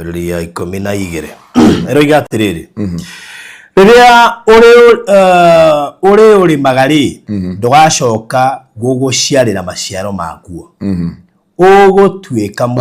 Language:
Kikuyu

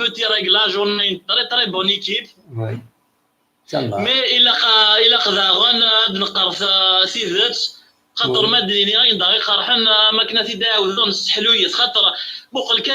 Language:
Kabyle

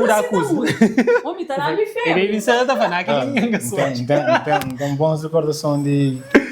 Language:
Kabuverdianu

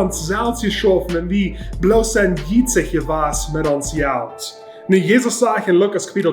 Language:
Plautdietsch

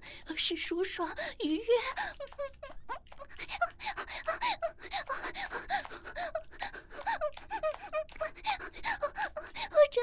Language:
Chinese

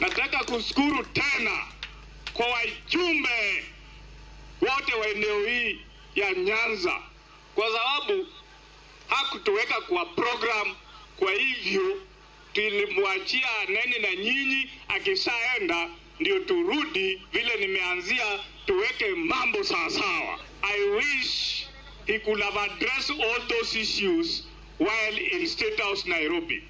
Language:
Luo (Kenya and Tanzania)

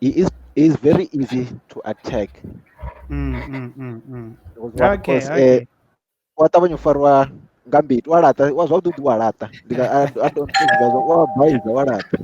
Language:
Venda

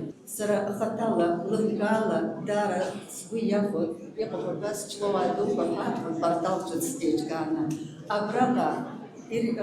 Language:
Abkhazian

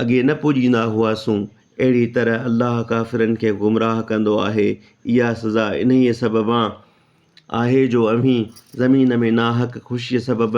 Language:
Sindhi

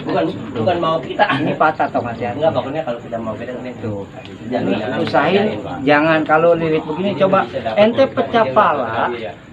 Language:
Betawi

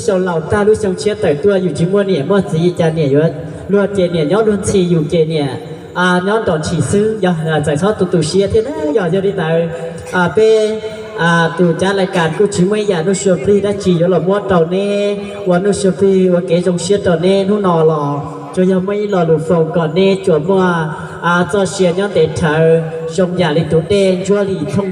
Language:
Hmong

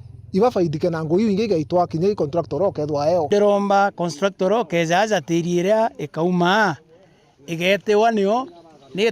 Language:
Meru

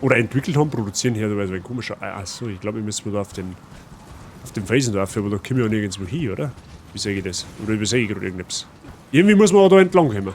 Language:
Bavarian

